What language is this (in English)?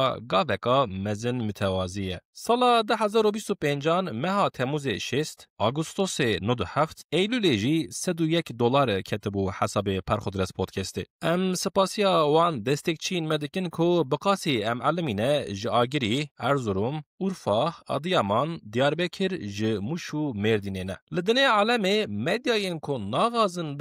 Kurdish